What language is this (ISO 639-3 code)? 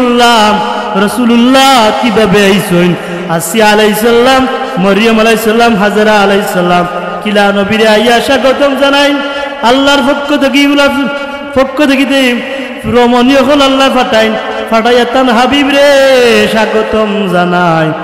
syl